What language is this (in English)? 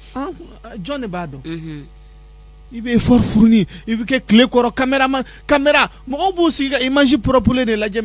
Bambara